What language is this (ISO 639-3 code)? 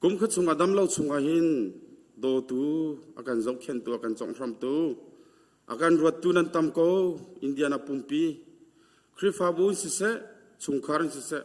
cnh